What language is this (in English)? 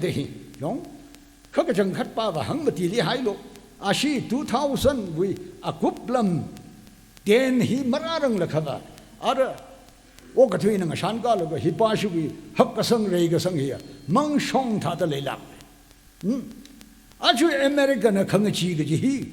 Tangkhul Naga (India)